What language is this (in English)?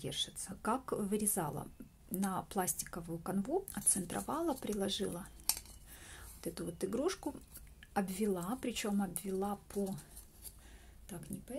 Russian